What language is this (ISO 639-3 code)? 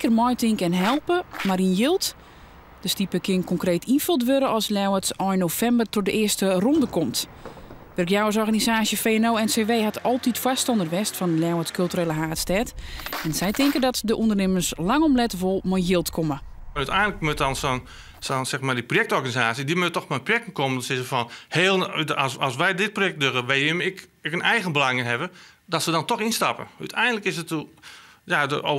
fry